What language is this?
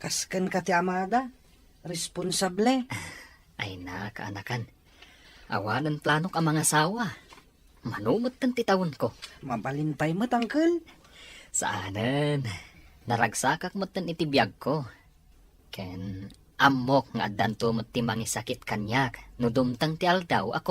Iloko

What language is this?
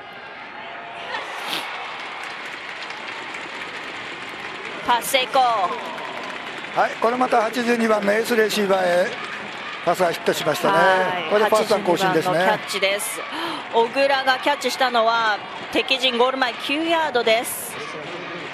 Japanese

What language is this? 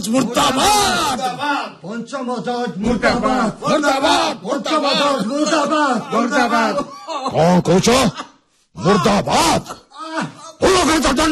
Odia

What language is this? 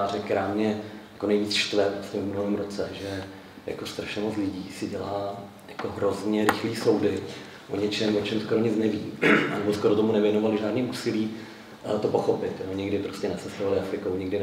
Czech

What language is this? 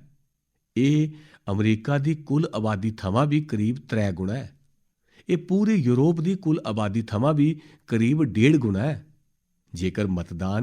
Dogri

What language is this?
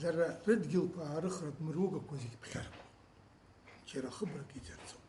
Abkhazian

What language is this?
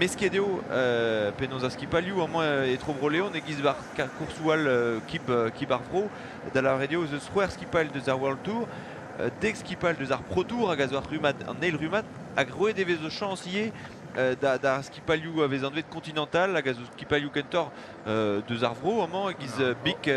Breton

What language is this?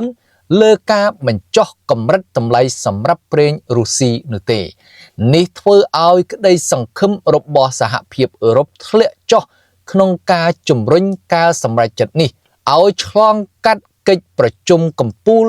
Khmer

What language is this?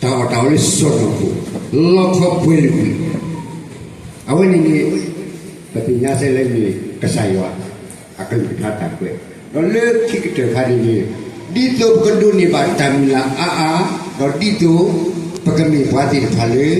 S'gaw Karen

